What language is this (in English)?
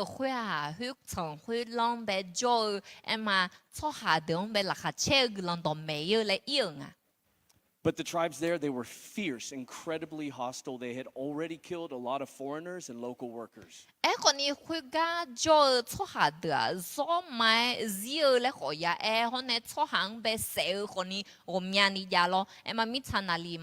Akha